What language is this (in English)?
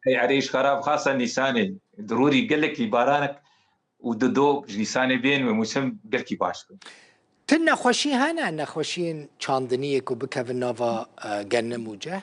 Kurdish